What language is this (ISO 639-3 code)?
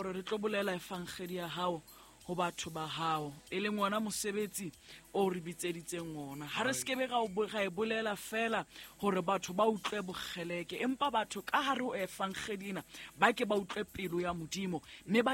sot